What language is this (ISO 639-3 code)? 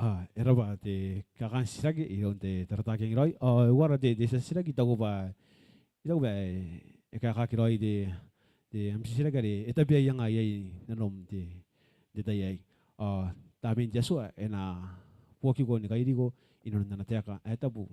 gil